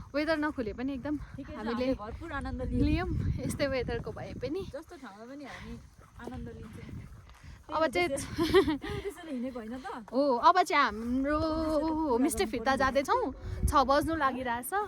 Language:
Nepali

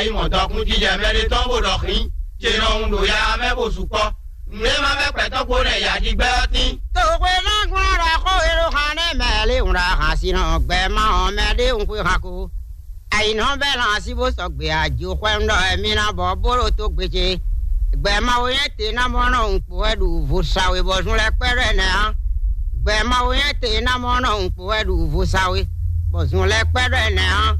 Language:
Fon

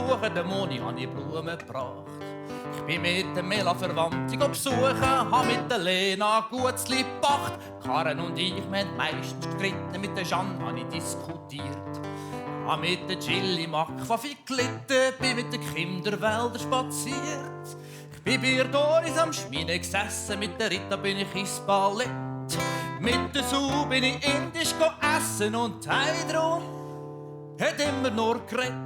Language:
Swiss German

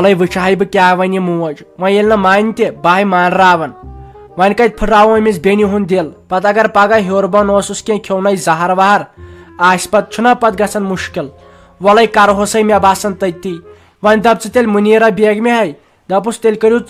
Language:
Kashmiri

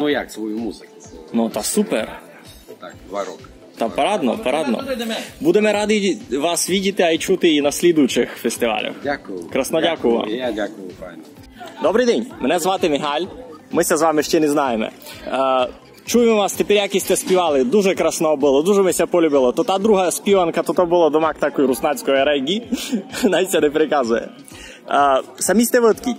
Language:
Rusyn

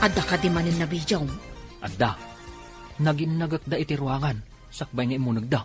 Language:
Iloko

